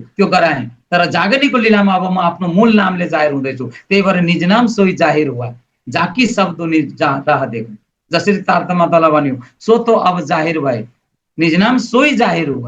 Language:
Nepali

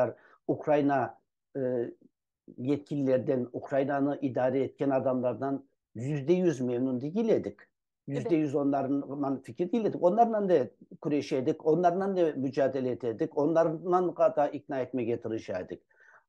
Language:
Crimean Tatar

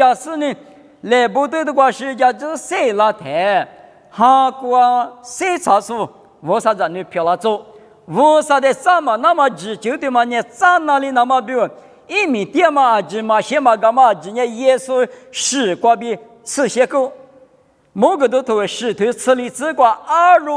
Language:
Lisu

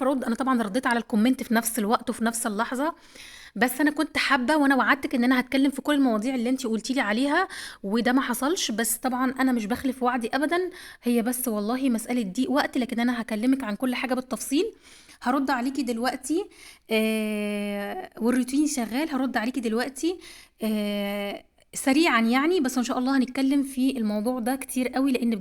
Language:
Egyptian Arabic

